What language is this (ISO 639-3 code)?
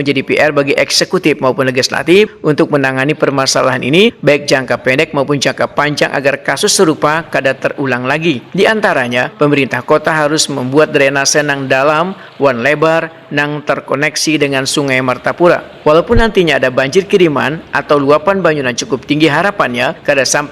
bjn